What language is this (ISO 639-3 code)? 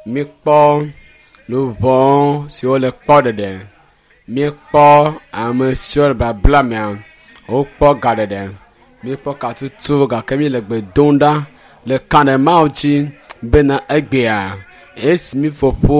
ewe